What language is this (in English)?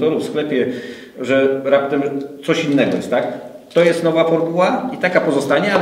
Polish